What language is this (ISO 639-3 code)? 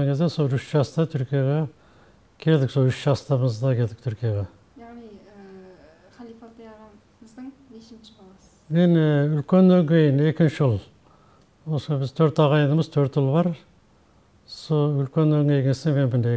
kaz